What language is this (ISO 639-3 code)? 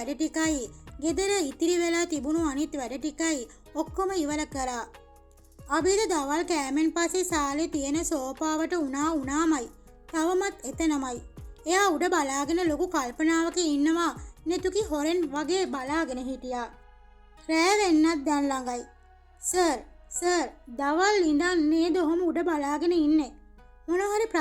sin